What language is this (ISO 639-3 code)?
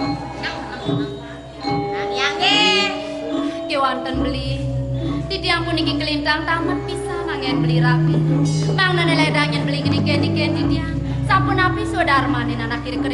ban